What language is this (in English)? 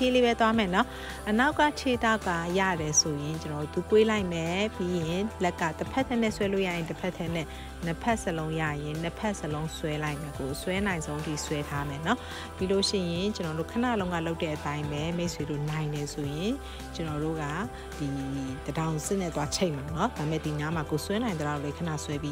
Burmese